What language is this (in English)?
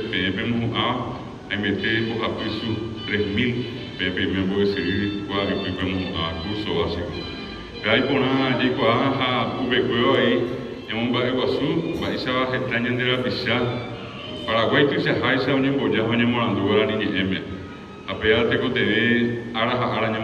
Guarani